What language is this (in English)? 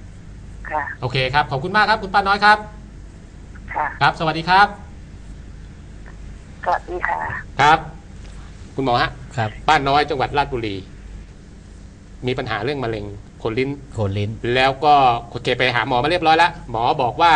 Thai